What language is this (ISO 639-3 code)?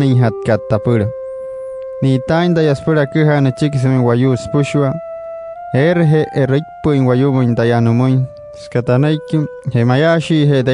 guc